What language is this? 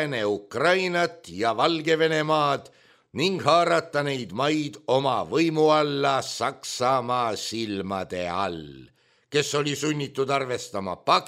Estonian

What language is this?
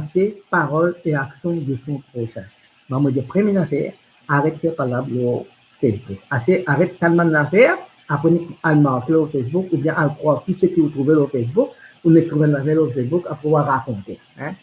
Morisyen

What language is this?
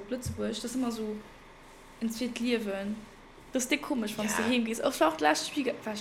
Luxembourgish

